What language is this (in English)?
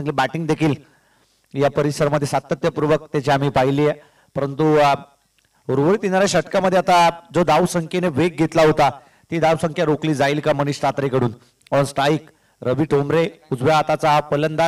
Marathi